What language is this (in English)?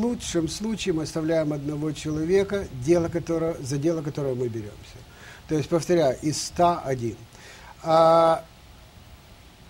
Russian